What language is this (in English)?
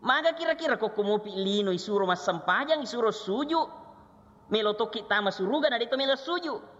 Buginese